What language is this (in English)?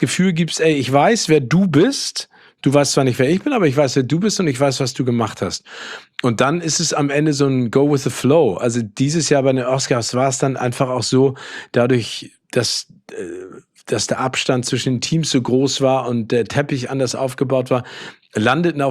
German